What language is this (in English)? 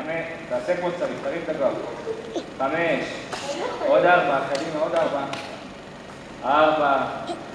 Hebrew